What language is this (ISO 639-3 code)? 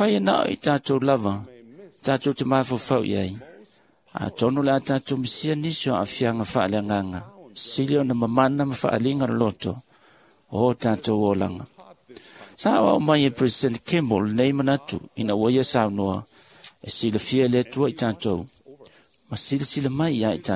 smo